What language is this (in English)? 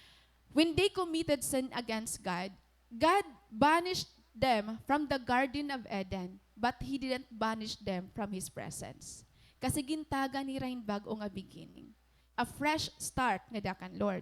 Waray